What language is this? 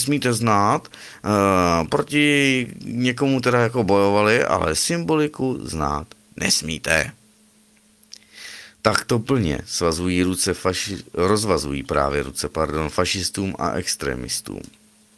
Czech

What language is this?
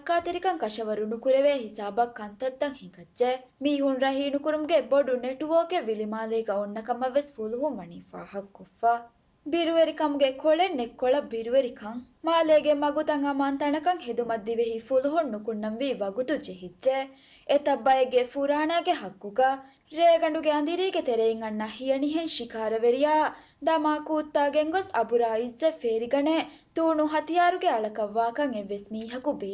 Divehi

